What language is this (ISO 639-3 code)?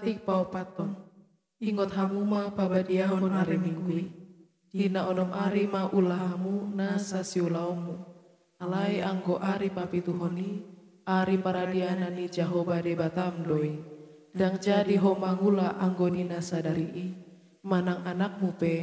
bbc